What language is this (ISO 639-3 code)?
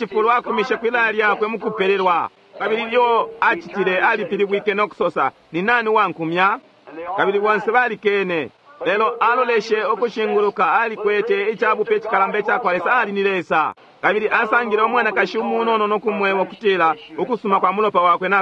bem